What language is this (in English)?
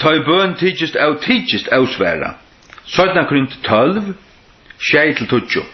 Faroese